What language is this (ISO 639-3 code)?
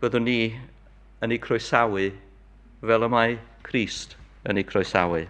cym